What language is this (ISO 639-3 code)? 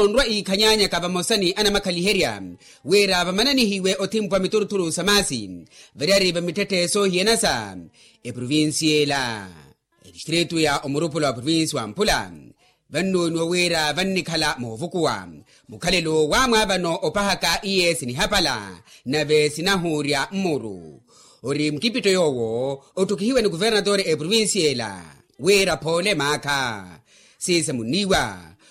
vmw